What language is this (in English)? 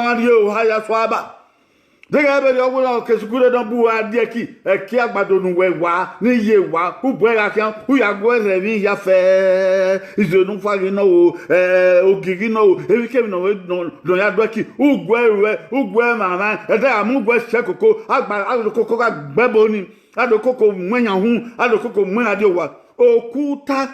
Bini